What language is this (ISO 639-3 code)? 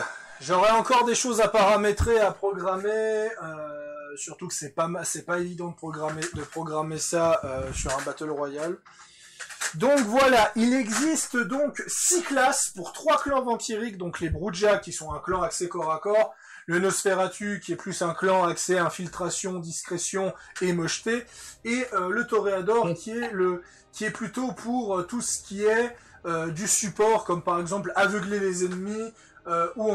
fra